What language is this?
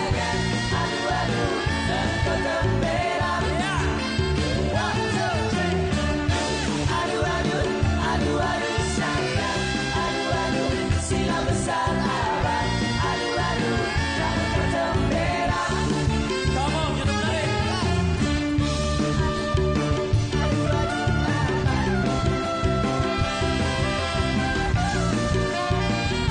Malay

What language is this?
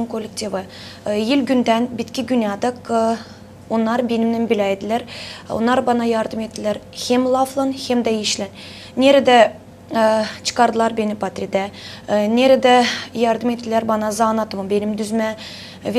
Gagauz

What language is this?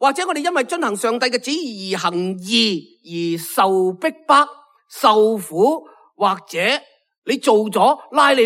Cantonese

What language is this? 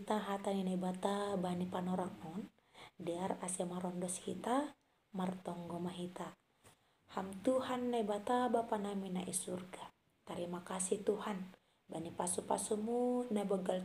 Batak Simalungun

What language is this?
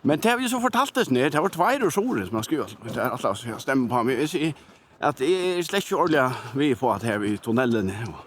Faroese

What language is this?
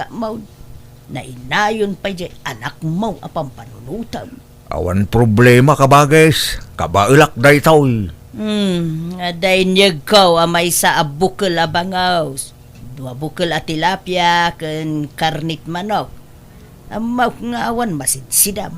Iloko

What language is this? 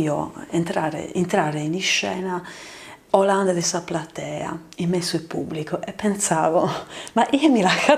Sardinian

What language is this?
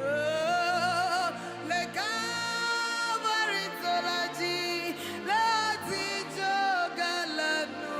Ewe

